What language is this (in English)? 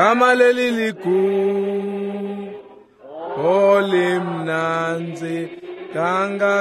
Swati